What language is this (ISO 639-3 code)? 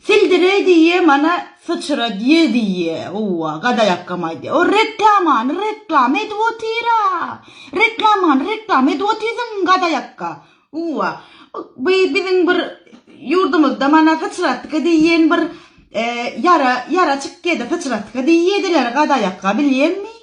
tuk